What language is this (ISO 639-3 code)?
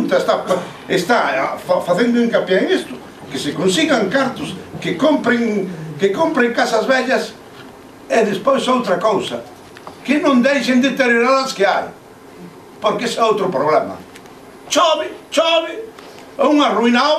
glg